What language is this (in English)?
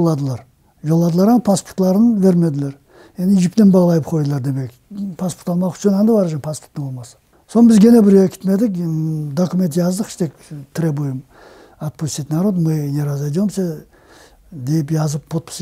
Crimean Tatar